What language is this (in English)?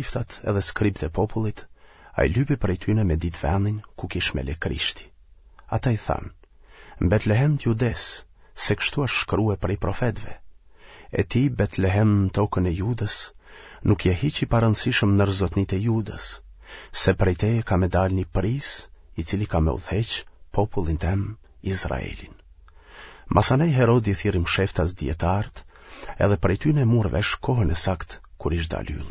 Albanian